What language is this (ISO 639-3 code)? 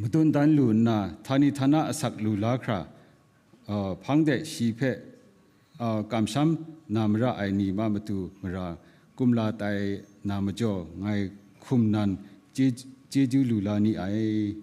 kac